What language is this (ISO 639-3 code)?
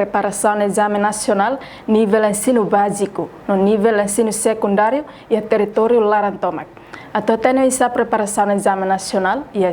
tet